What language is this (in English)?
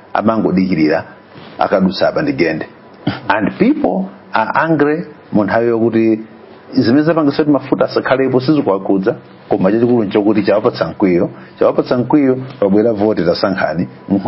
Nyanja